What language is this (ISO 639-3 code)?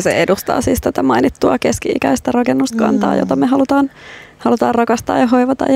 fin